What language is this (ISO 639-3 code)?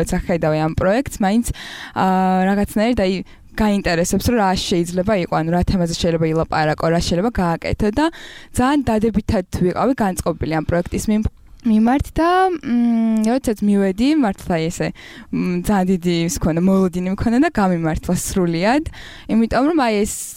kat